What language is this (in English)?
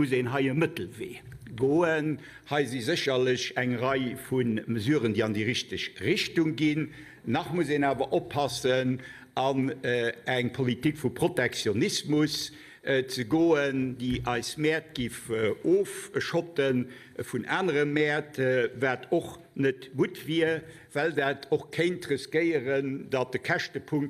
Luxembourgish